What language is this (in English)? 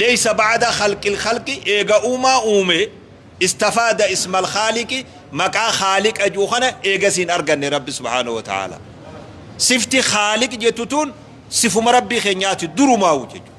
Oromo